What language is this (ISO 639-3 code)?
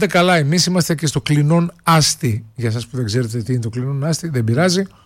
ell